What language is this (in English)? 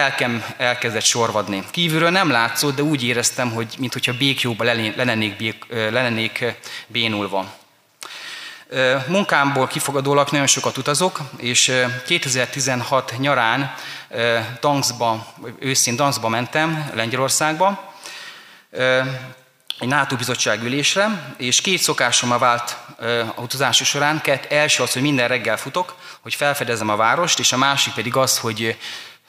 Hungarian